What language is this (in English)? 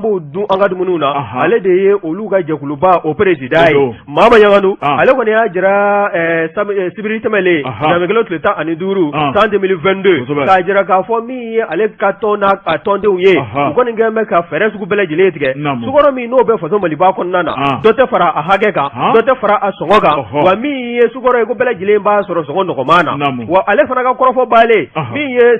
Bambara